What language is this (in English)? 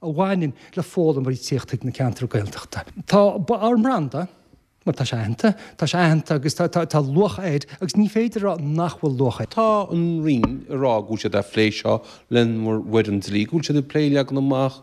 Irish